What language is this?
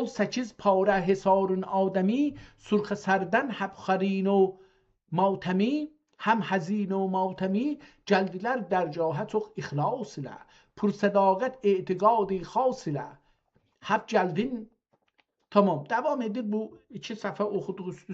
South Azerbaijani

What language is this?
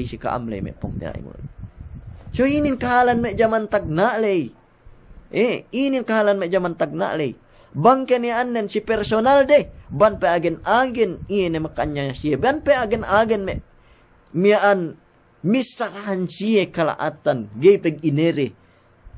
Yakan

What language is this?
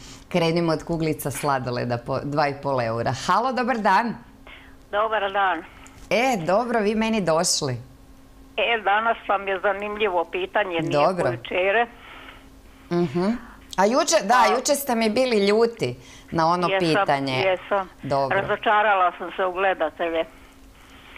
Croatian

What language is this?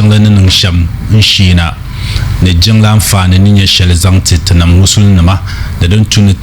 Dagbani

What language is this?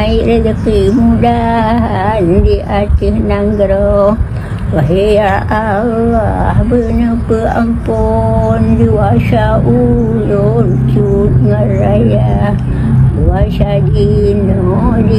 Achinese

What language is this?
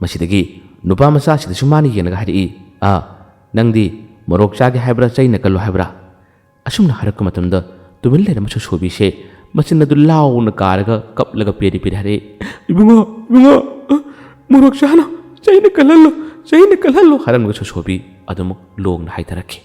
Manipuri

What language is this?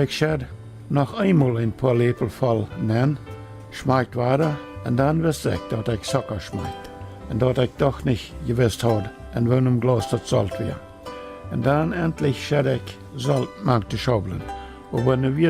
Plautdietsch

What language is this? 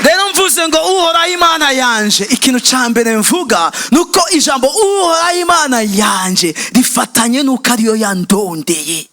Rundi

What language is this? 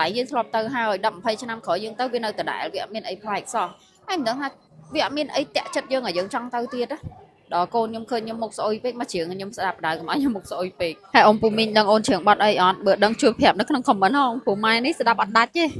Khmer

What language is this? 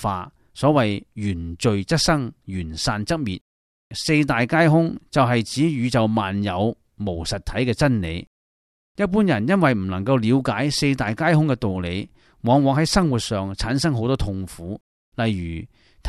Cantonese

